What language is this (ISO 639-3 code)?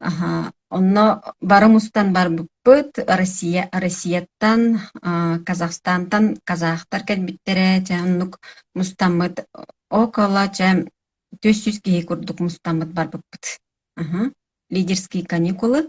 sah